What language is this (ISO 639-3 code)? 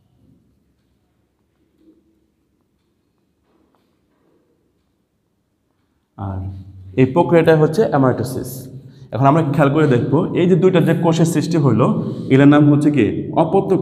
ben